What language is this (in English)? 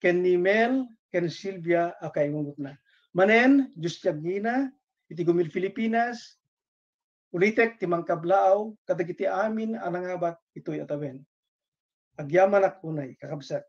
Iloko